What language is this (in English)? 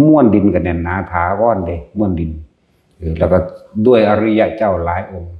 Northeastern Thai